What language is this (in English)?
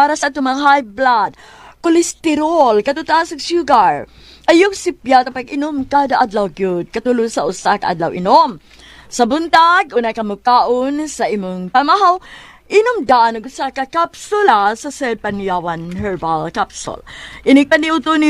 Cebuano